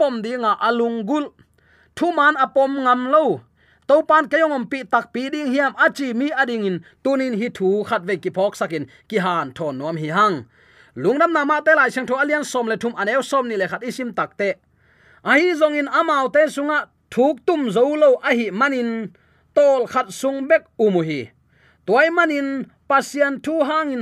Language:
Tedim Chin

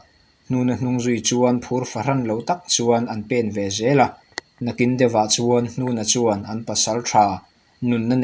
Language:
Mizo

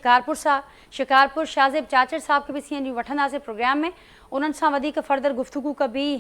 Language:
Sindhi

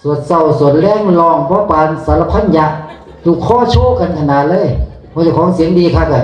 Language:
Northeastern Thai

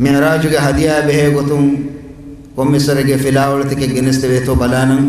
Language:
Divehi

